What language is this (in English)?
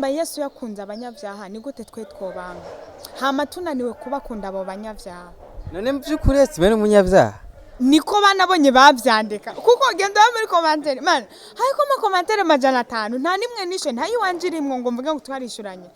Rundi